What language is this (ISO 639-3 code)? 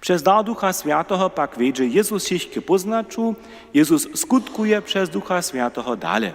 hsb